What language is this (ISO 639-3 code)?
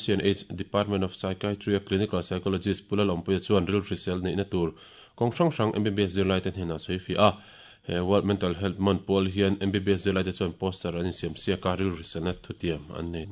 lus